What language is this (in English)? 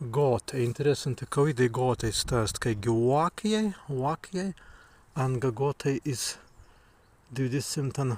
Prussian